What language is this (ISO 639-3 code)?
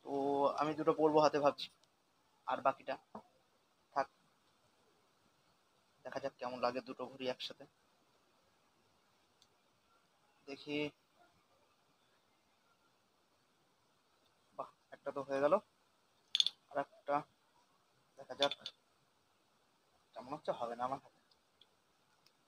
ben